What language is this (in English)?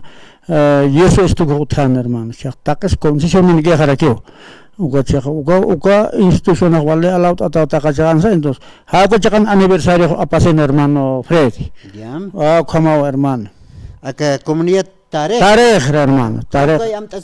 Aymara